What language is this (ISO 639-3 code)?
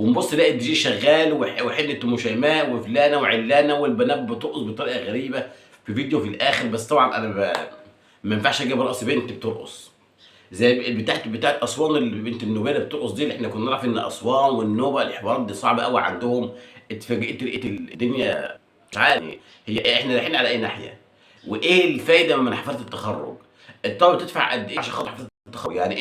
arz